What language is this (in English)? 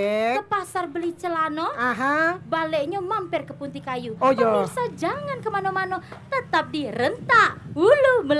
Musi